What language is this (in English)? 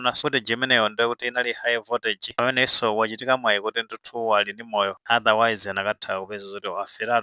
Nyanja